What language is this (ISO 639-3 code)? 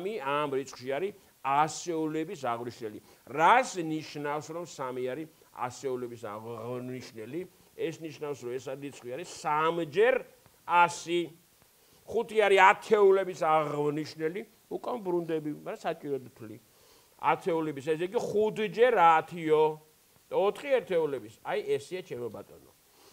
kat